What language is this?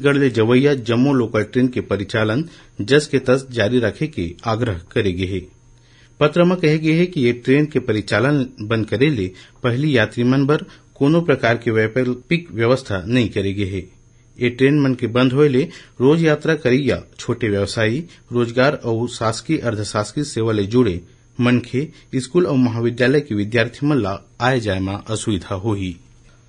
Chhattisgarhi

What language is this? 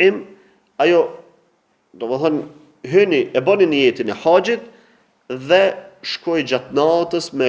Albanian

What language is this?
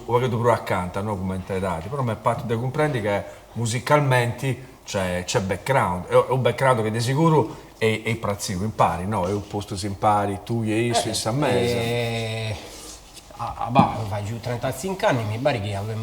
Sardinian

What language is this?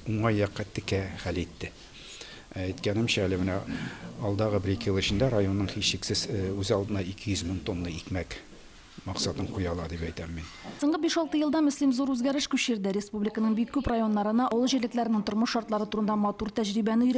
Tatar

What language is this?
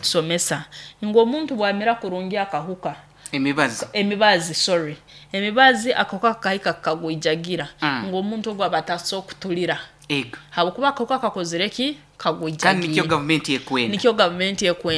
Nyoro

